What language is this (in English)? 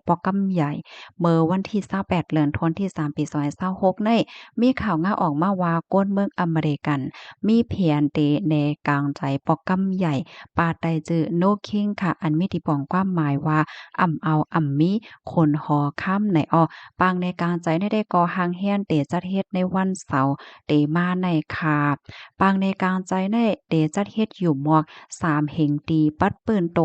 Shan